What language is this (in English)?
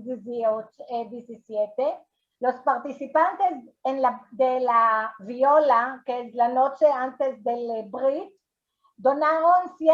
Ladino